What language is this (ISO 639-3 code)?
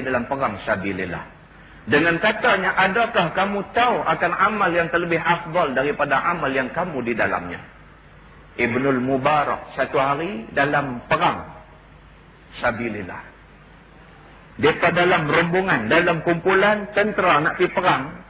msa